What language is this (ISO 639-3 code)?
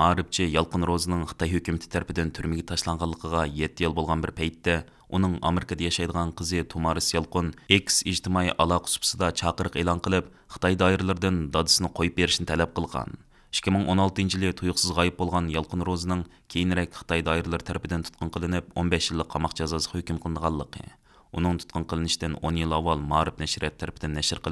uig